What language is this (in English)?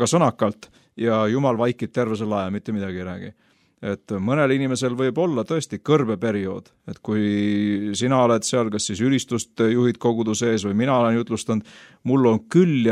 Estonian